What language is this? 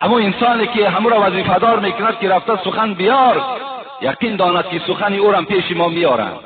Tajik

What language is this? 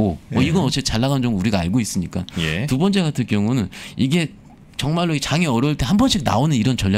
Korean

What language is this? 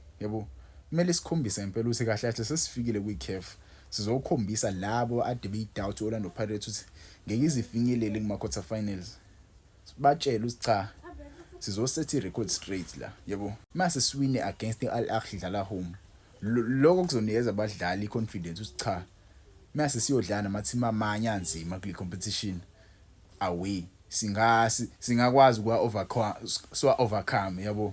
Zulu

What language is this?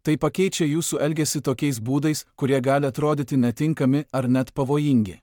Lithuanian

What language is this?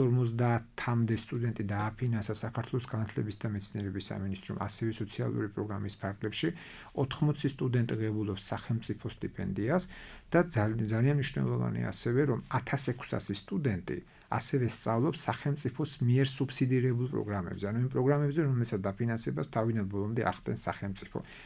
Georgian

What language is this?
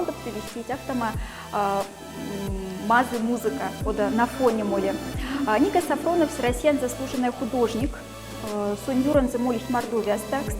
Moksha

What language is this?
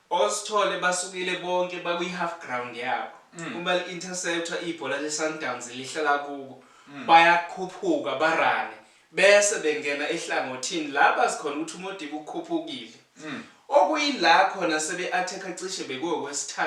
Zulu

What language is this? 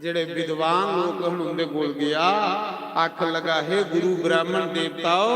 Dogri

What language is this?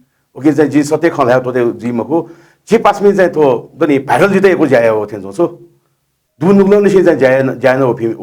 Newari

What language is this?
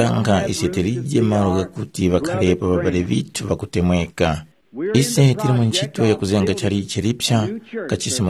Tumbuka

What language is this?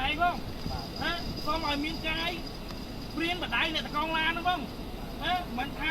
Khmer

